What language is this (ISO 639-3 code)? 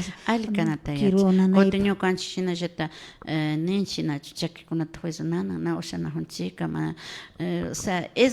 qvi